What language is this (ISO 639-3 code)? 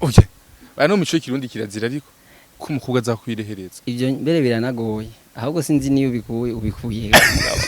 run